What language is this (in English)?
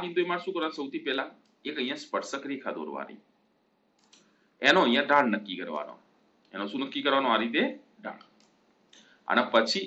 Gujarati